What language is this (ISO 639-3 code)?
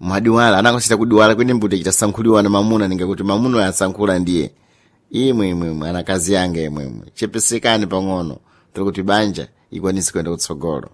seh